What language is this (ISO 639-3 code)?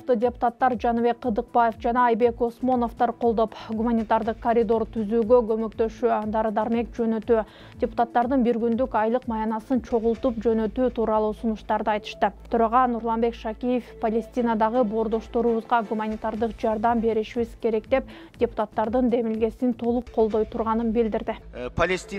kir